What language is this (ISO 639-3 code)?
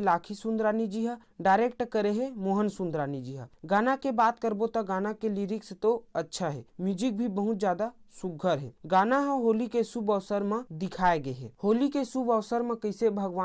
hne